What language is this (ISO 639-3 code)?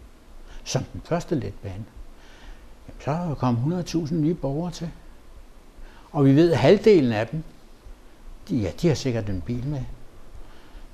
dan